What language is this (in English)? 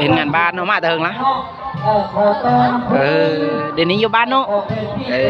Lao